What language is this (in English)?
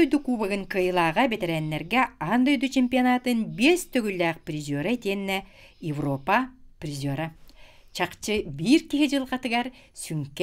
Yakut